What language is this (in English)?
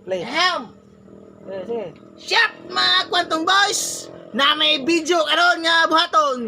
Cebuano